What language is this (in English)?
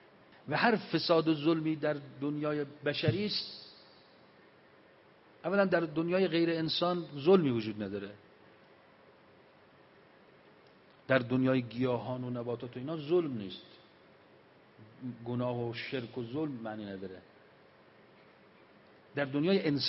Persian